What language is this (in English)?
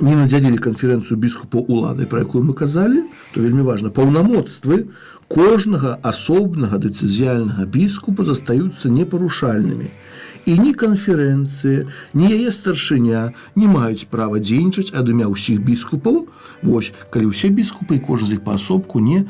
Belarusian